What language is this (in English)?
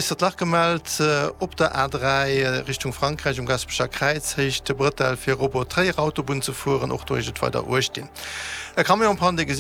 Luxembourgish